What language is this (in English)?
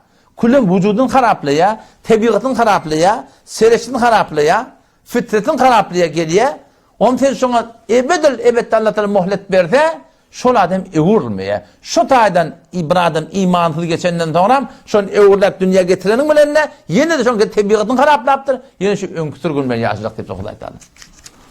Turkmen